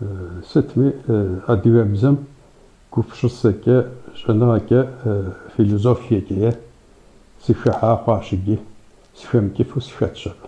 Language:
Kabardian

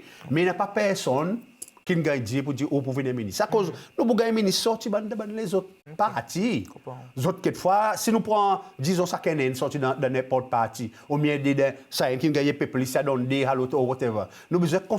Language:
Seselwa Creole French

